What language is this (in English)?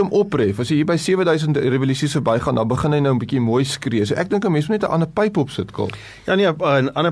Afrikaans